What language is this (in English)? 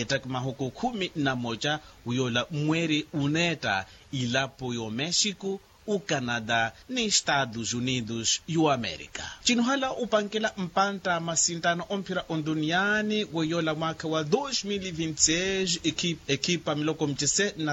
Makhuwa